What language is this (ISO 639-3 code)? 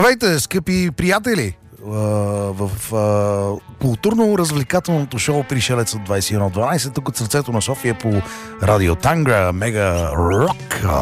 bul